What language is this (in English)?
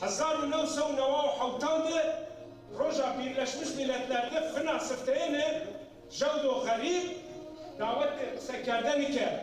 Zaza